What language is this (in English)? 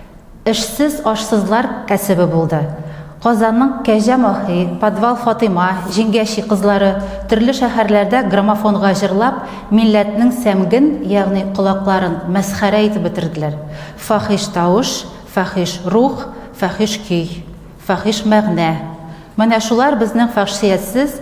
Tatar